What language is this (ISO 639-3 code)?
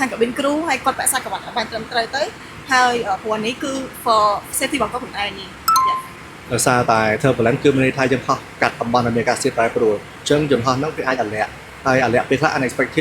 khm